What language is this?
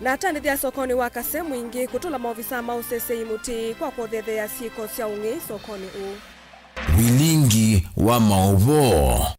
Kamba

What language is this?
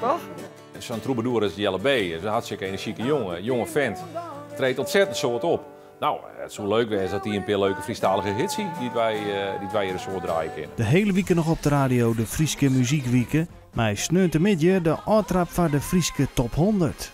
Western Frisian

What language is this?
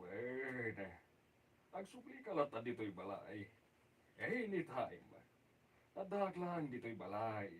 Iloko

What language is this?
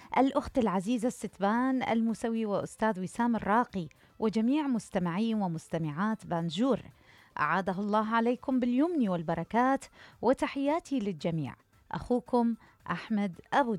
Mesopotamian Arabic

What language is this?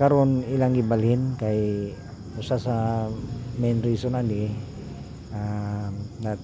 Cebuano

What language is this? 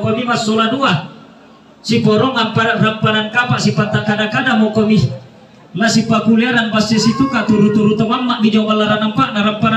Toraja-Sa'dan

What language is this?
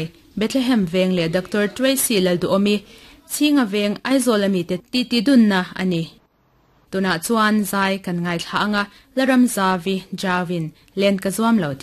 Mizo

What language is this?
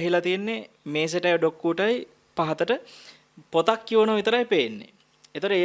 Sinhala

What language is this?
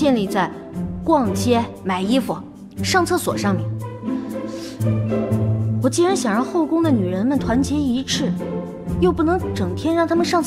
Chinese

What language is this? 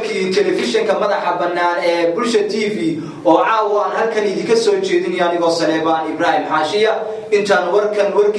Somali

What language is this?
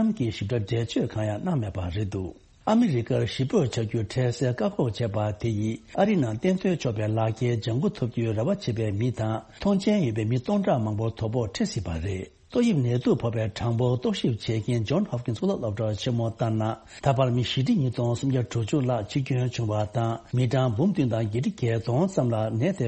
Tibetan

